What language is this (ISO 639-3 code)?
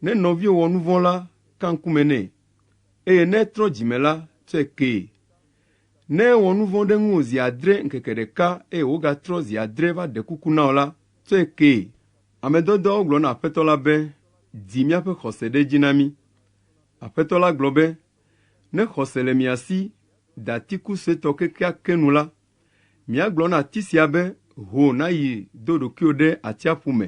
ewe